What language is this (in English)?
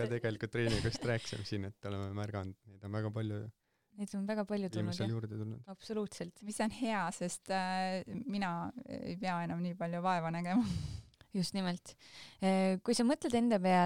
Estonian